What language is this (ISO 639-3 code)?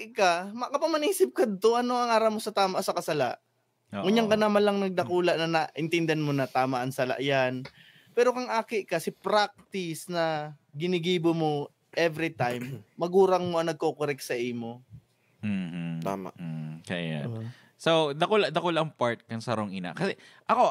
bik